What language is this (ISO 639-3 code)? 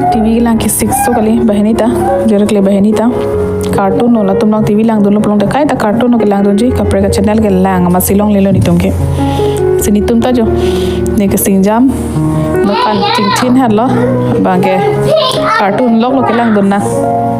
mjw